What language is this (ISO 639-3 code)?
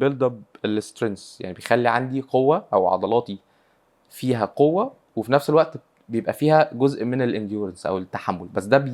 arz